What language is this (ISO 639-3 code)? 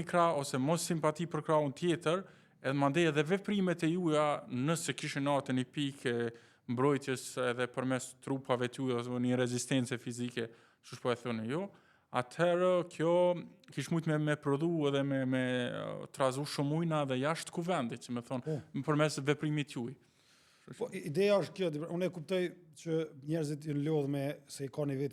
sqi